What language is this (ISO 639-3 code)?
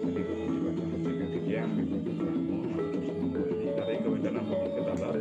ban